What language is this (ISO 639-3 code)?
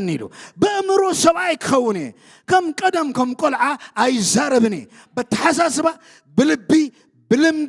tir